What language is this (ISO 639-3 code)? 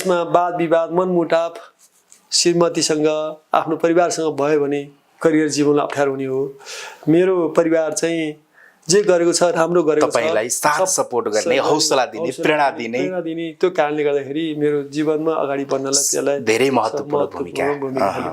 nep